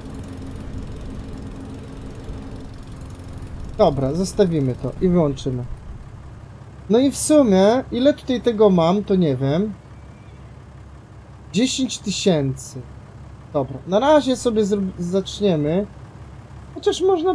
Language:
Polish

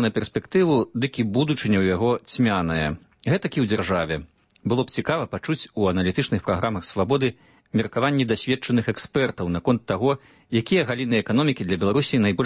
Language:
Belarusian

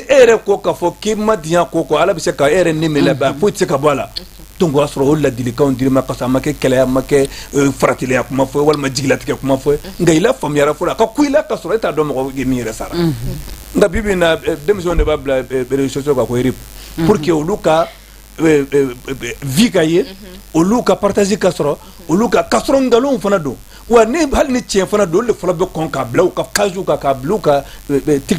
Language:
Bambara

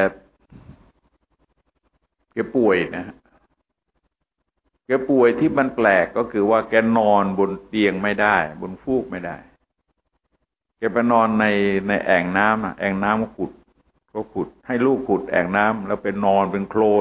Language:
Thai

